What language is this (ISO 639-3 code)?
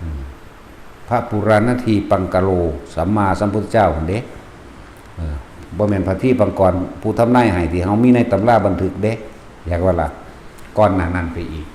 lao